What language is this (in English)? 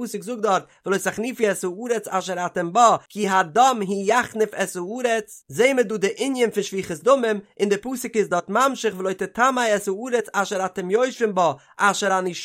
Yiddish